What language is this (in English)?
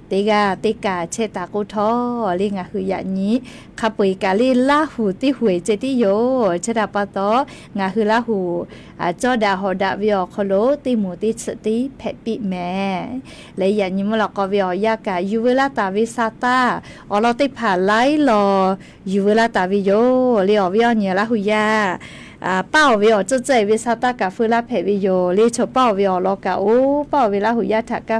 Lahu